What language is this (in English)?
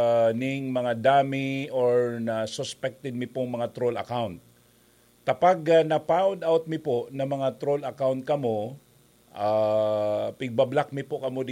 Bikol